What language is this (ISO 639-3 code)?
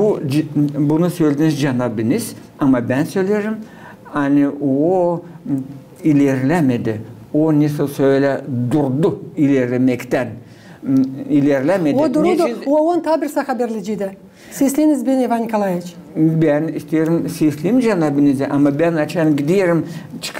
gag